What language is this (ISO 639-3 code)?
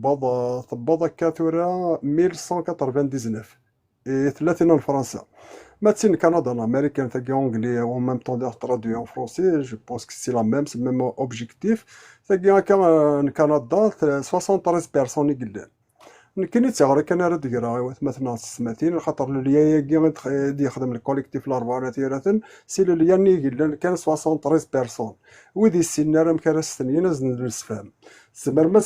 kab